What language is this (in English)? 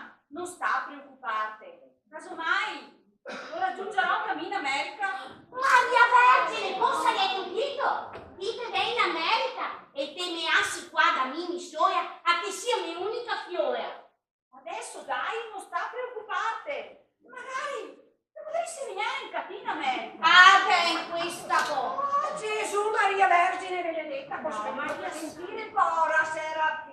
Venetian